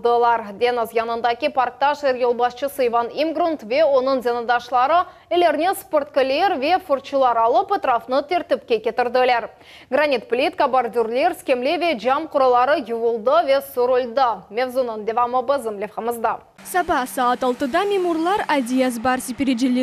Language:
Crimean Tatar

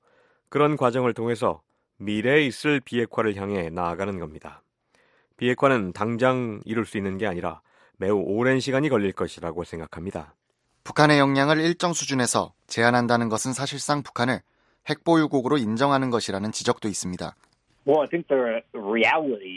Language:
Korean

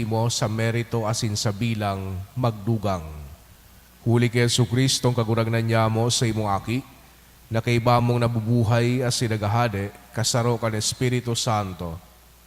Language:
Bikol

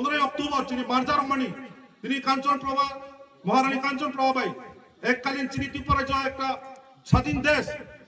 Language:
Kok Borok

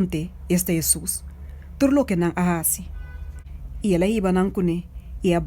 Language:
Papiamento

